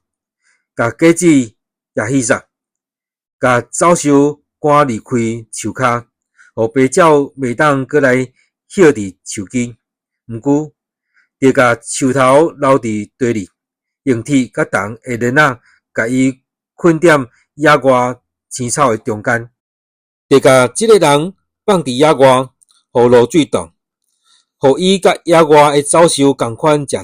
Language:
Min Nan Chinese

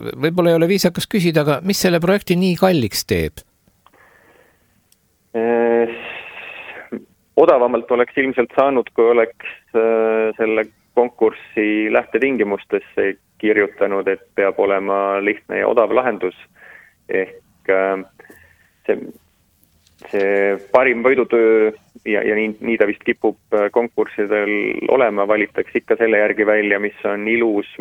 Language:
Estonian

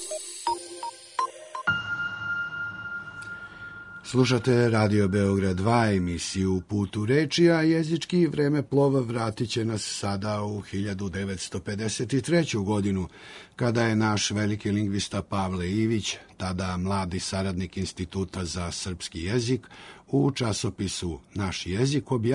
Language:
Serbian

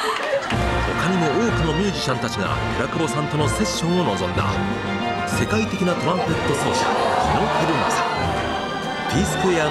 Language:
Japanese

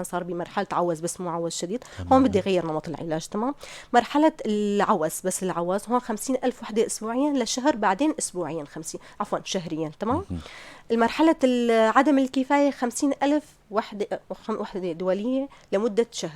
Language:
North Levantine Arabic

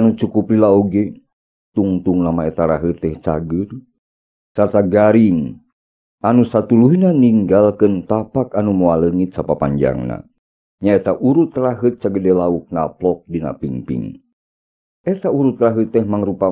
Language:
Sundanese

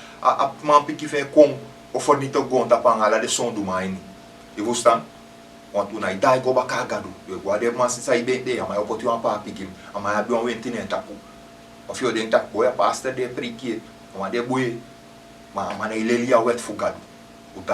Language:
Sranan Tongo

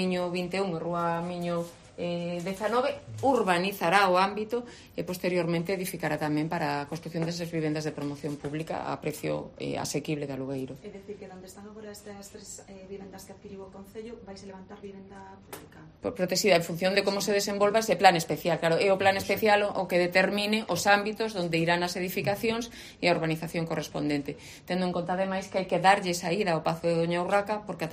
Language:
Galician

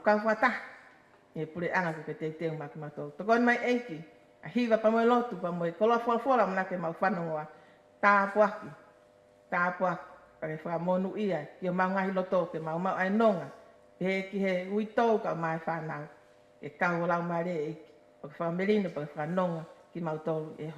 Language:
Tongan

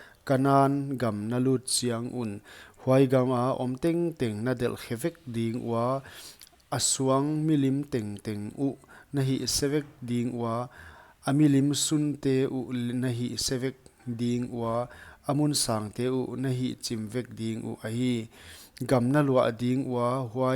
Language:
Paite Chin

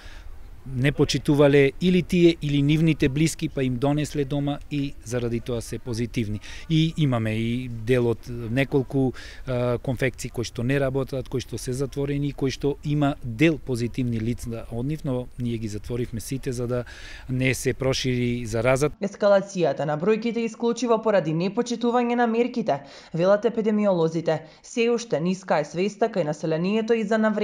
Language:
Macedonian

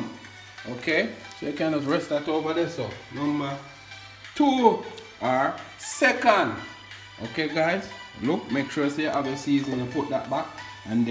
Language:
Jamaican Creole English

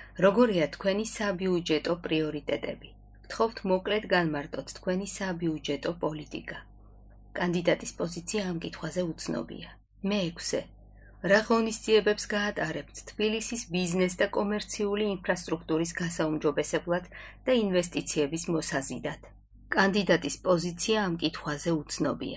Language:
Georgian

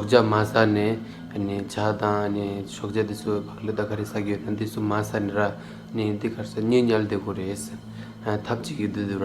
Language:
Tibetan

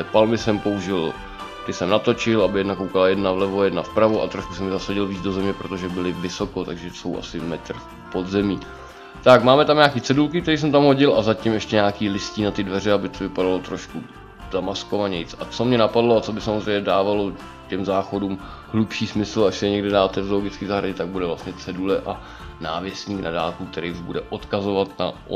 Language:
Czech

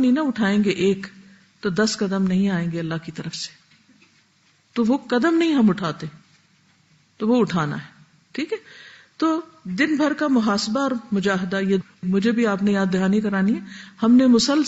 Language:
Urdu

